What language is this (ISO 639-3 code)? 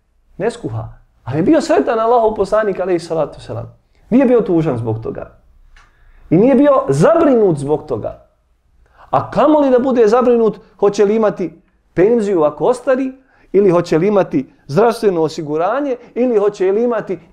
bos